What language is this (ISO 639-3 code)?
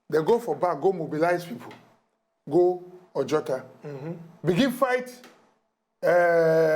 pcm